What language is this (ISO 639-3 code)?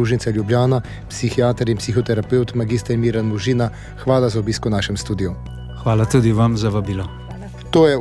slv